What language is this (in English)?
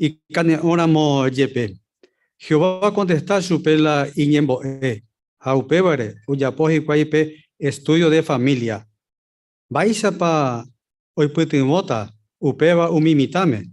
Guarani